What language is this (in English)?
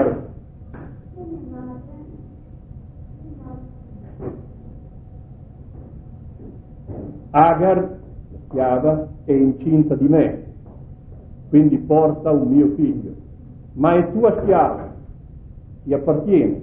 Italian